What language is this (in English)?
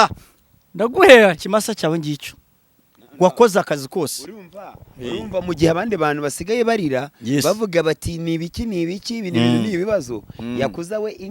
Kinyarwanda